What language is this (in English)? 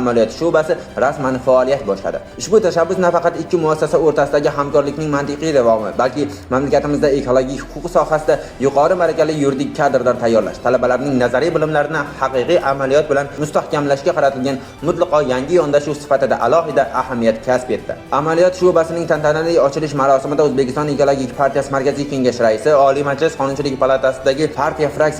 Uzbek